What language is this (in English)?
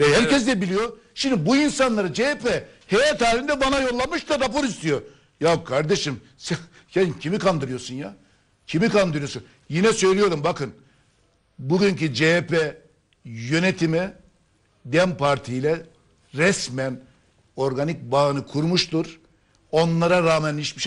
Turkish